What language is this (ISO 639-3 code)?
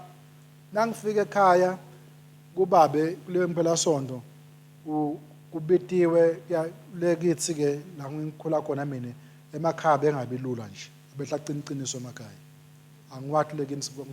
ssw